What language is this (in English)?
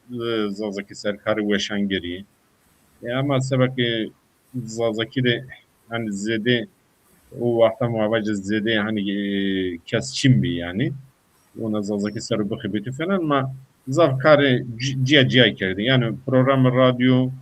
Zaza